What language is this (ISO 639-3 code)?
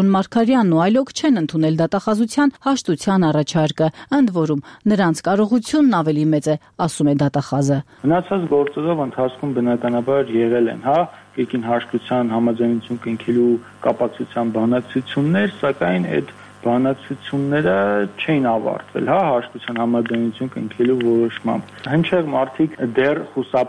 hye